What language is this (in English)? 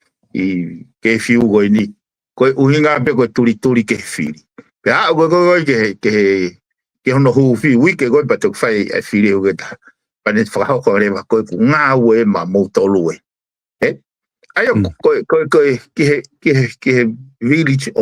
Tongan